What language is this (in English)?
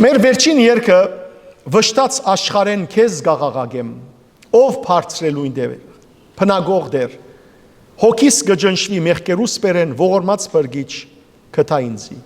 Western Armenian